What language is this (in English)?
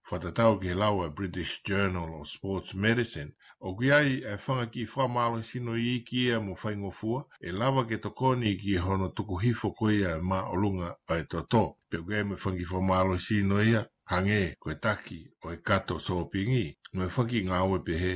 Tongan